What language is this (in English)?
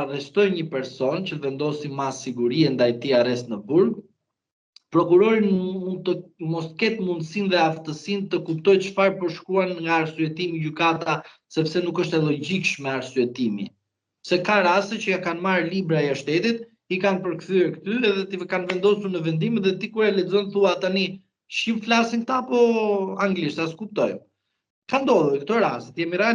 Albanian